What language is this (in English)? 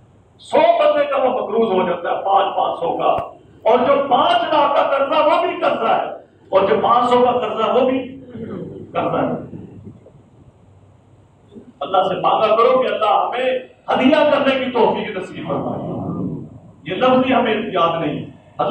Urdu